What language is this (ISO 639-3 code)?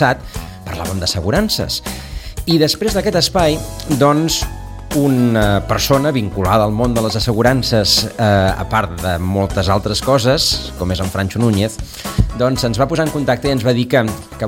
cat